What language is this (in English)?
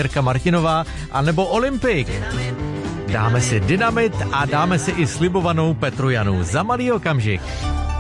Czech